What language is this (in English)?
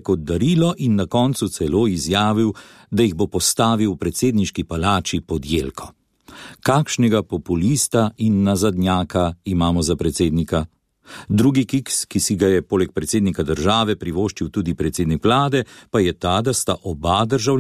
Slovenian